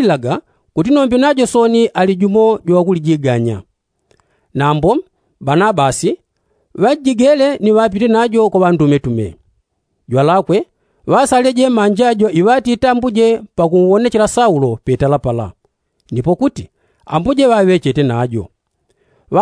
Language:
Yao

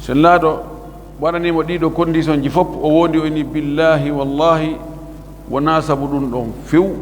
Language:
Fula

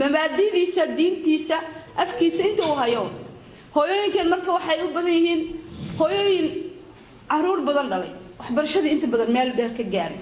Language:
Somali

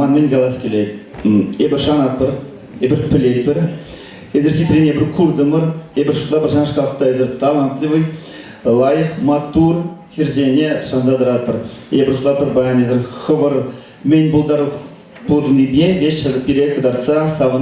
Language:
Chuvash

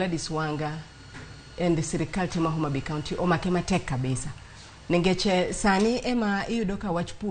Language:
Luo (Kenya and Tanzania)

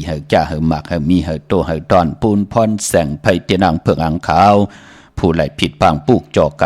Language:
Shan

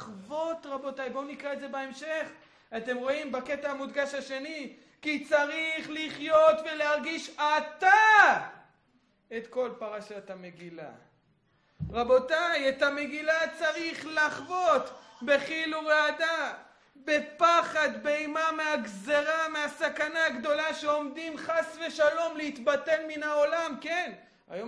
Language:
Hebrew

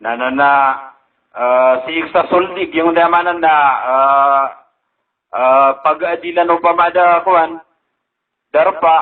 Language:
Maranao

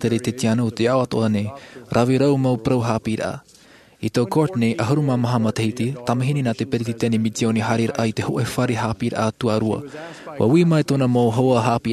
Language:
Tahitian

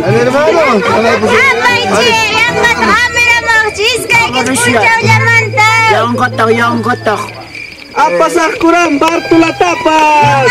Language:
Ayacucho Quechua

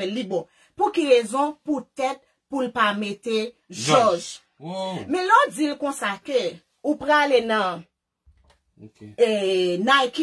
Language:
Haitian Creole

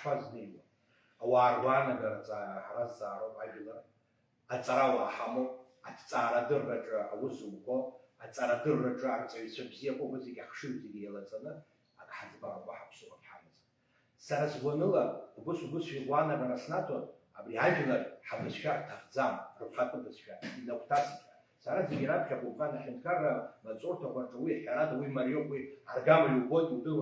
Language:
Abkhazian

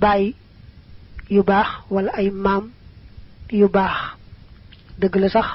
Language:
Wolof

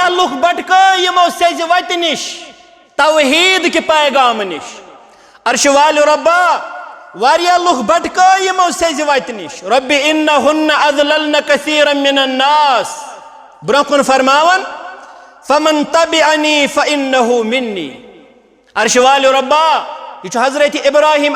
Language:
Kashmiri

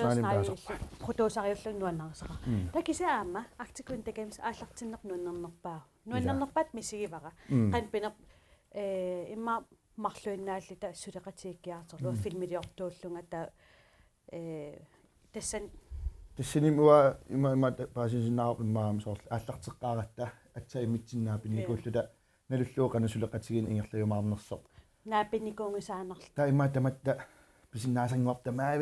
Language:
Kalaallisut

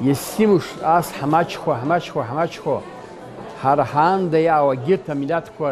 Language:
Abkhazian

